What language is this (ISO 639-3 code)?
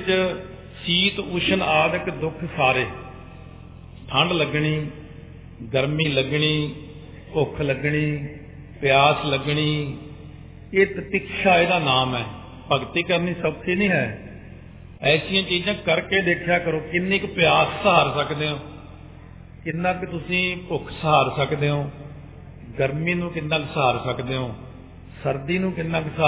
pan